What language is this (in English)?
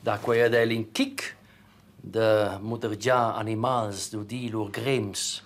Romansh